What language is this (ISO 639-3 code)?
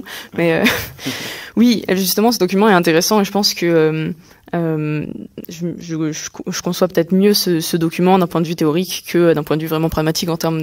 fra